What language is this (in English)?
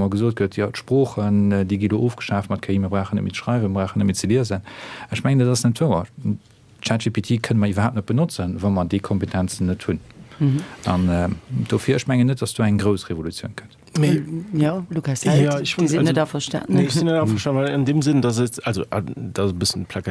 Luxembourgish